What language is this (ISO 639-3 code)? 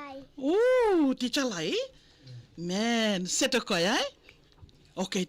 fij